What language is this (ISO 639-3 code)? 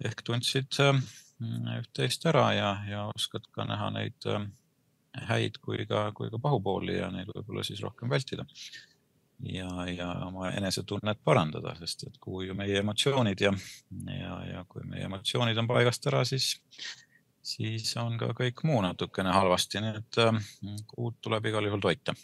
est